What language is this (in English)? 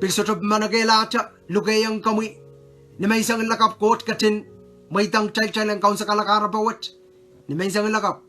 Pohnpeian